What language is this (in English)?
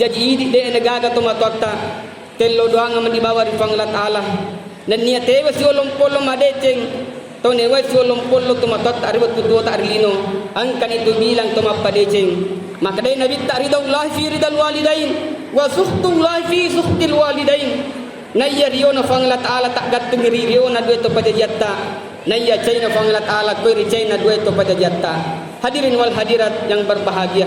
Buginese